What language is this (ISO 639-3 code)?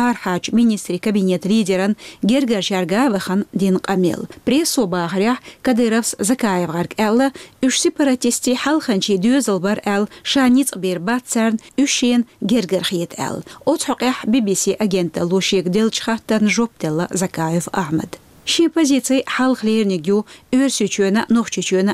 che